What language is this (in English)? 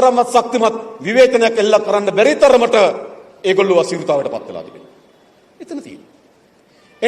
Sinhala